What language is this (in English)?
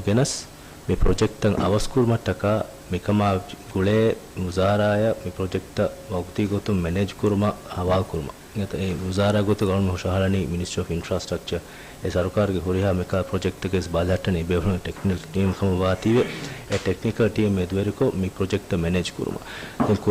Divehi